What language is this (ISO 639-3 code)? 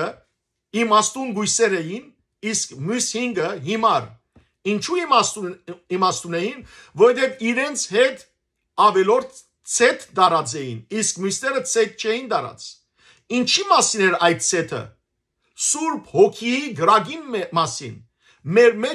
hyw